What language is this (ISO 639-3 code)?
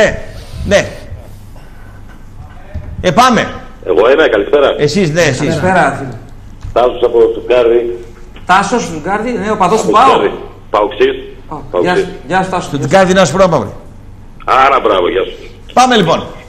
ell